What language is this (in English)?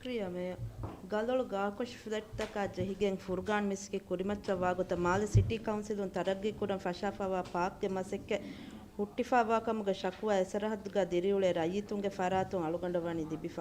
Divehi